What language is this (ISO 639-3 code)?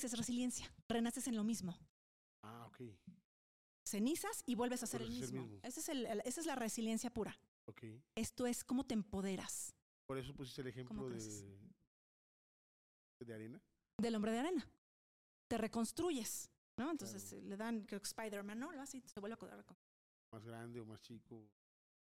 spa